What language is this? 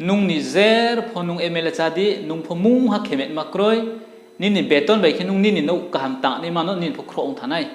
Riang (India)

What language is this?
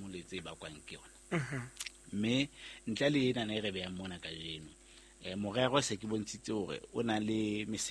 Southern Sotho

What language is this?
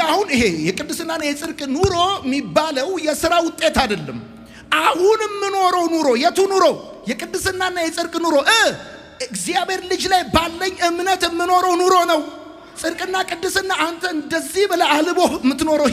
Amharic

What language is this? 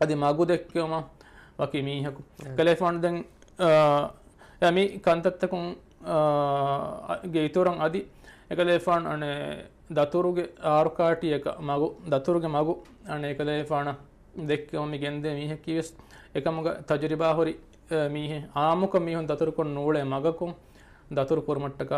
Divehi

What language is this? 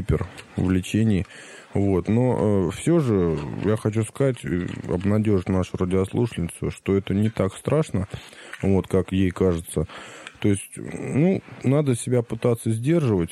Russian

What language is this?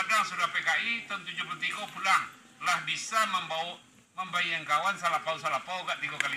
Minangkabau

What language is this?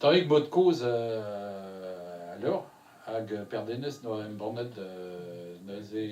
Breton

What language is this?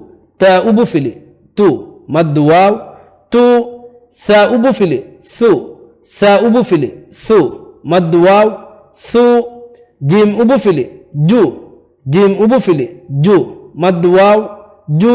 Divehi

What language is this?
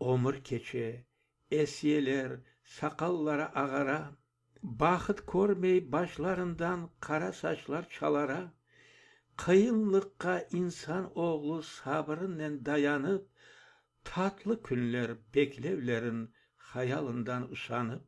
Crimean Tatar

